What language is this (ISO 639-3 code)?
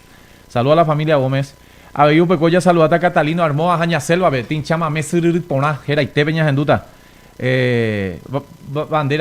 grn